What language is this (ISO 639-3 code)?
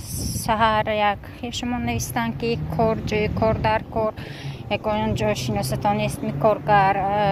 tgk